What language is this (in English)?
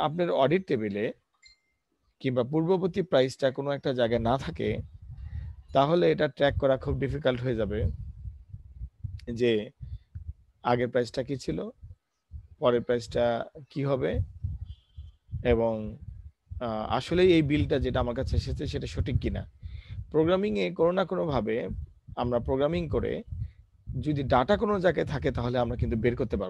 Bangla